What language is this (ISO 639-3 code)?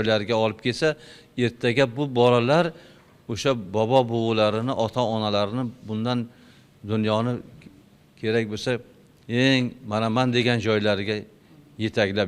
uzb